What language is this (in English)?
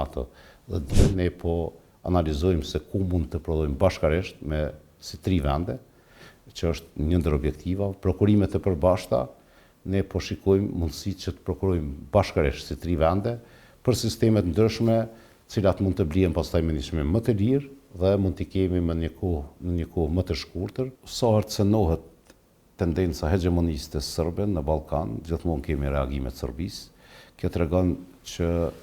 Albanian